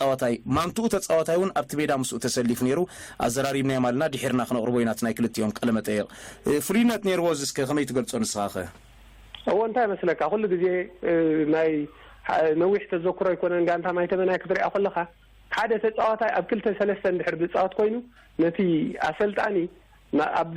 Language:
Tigrinya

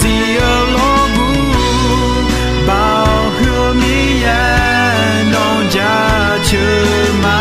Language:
Akha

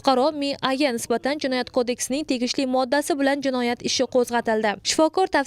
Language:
Uzbek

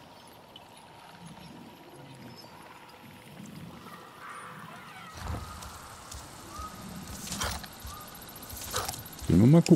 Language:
German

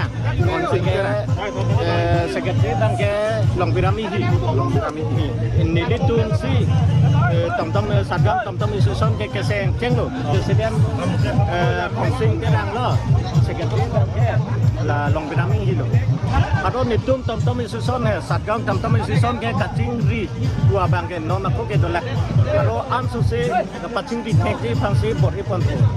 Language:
Karbi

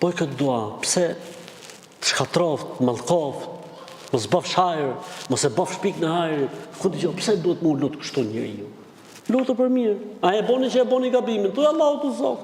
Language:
Albanian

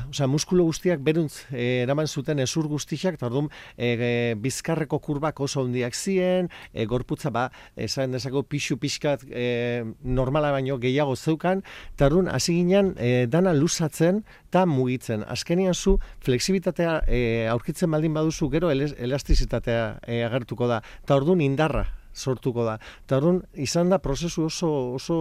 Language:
Basque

